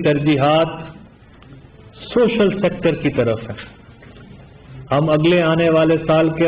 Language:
Urdu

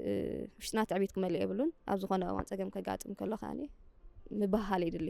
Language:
Tigrinya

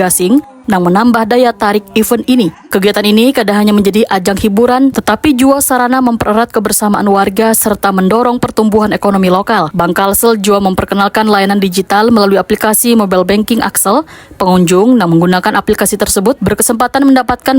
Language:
Banjar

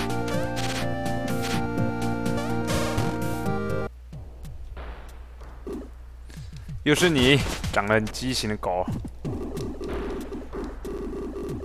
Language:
Chinese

